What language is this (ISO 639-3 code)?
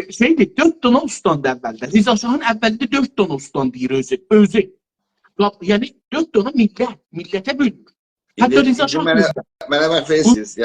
azb